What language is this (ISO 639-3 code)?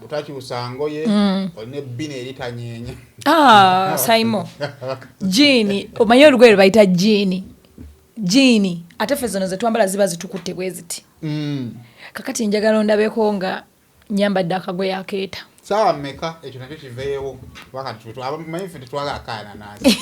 lug